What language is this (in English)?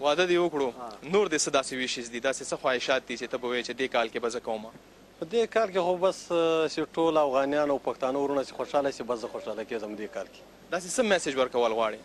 Pashto